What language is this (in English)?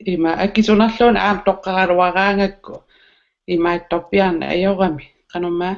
Kalaallisut